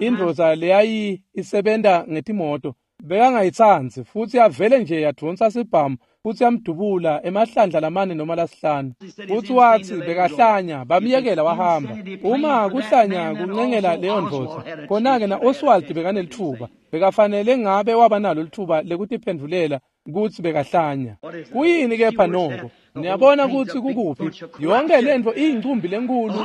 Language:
Swati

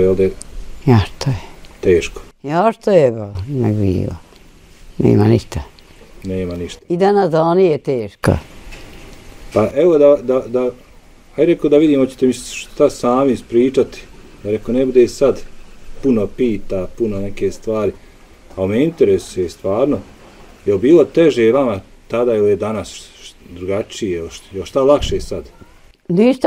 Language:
Bosnian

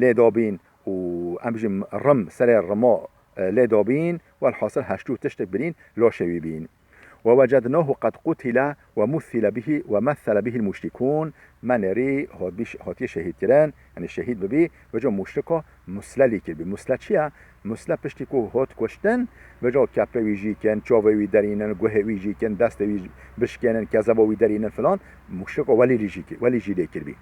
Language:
Kurdish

